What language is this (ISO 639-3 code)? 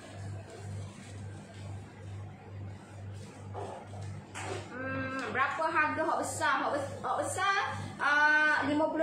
msa